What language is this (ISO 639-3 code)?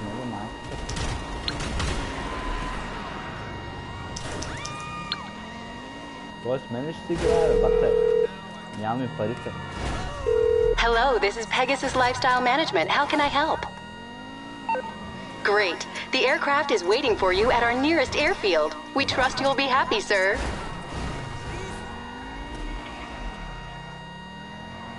bul